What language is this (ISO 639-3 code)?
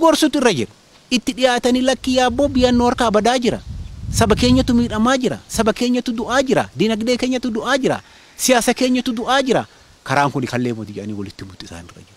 orm